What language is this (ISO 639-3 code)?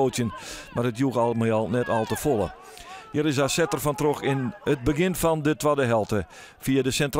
fry